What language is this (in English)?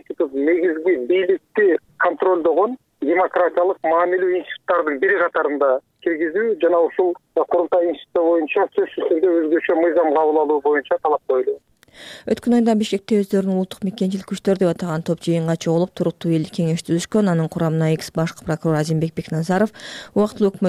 Kyrgyz